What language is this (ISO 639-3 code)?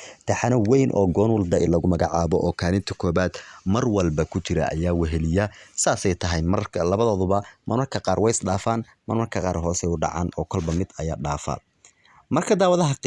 som